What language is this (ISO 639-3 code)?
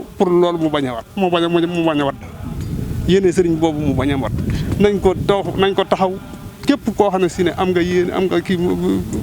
wol